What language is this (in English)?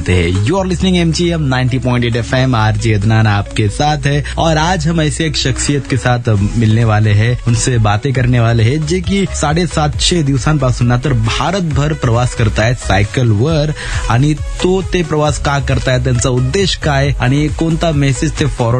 Marathi